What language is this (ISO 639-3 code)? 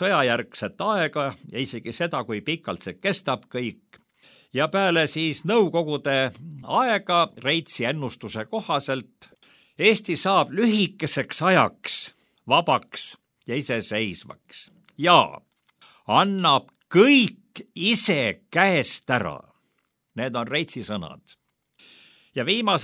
est